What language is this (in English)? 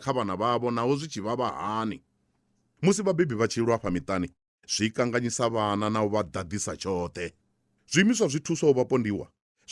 Venda